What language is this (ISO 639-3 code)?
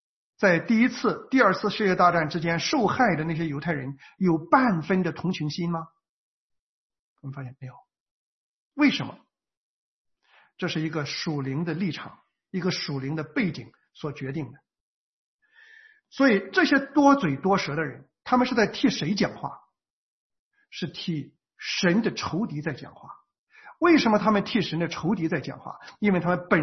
zho